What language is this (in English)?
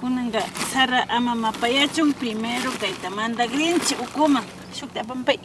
Imbabura Highland Quichua